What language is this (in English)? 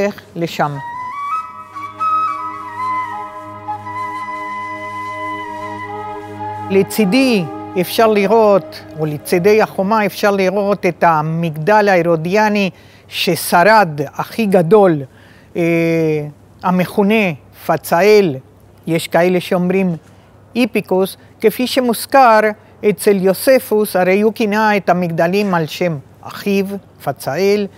Hebrew